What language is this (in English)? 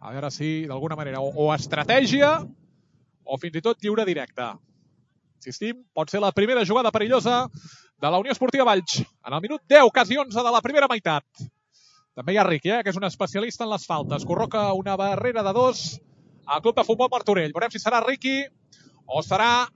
Catalan